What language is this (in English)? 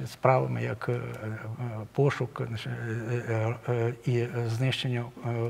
Ukrainian